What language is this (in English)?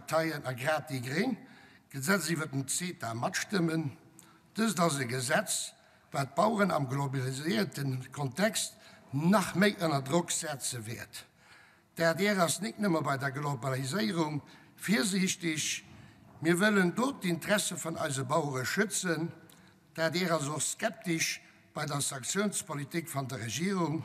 Luxembourgish